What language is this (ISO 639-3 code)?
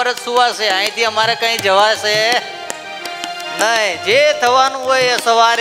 guj